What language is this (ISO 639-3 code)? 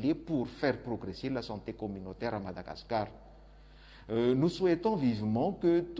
fra